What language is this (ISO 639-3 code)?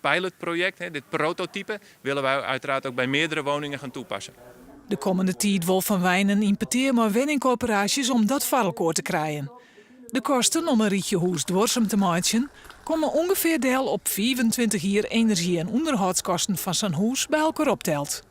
fry